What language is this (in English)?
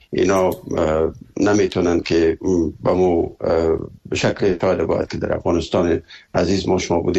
Persian